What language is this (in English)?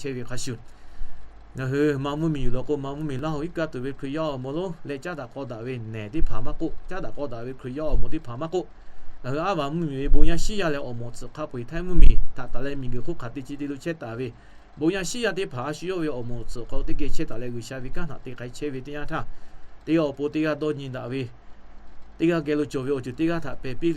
Lahu